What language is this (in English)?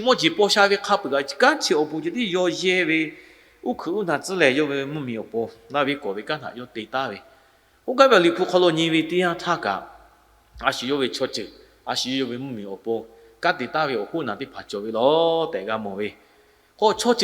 Lahu